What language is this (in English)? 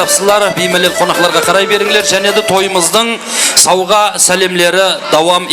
Kara-Kalpak